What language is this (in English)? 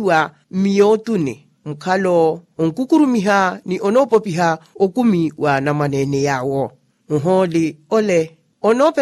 Makhuwa